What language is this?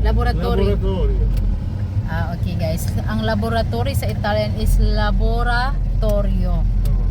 Cebuano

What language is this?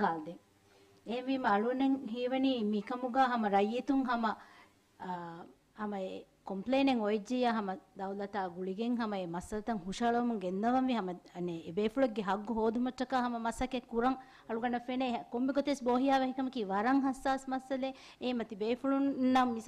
Divehi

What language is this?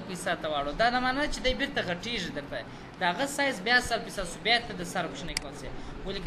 Pashto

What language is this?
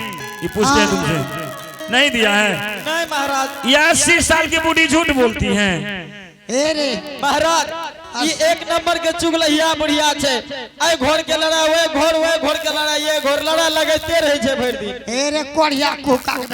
Angika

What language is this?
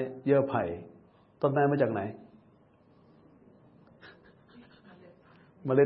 Thai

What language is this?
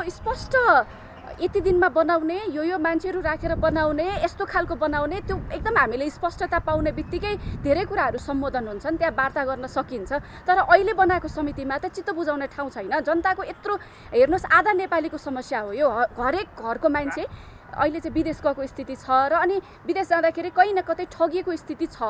Nepali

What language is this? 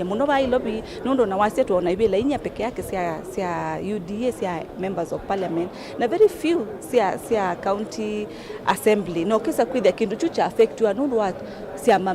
Kamba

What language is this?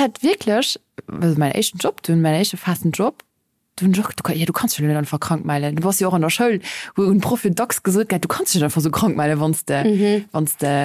Luxembourgish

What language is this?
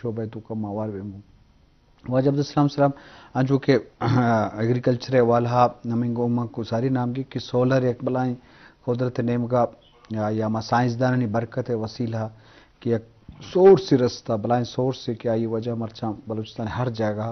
Eastern Balochi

